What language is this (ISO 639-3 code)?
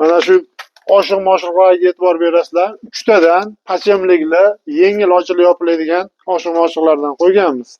uzb